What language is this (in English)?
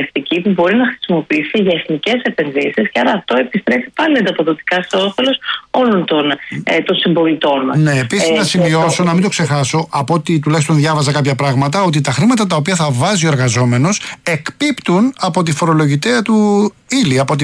Greek